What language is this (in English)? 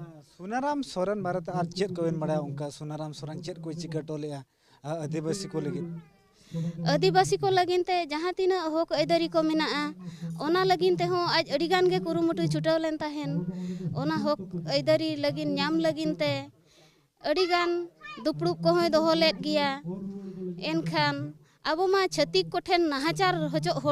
Santali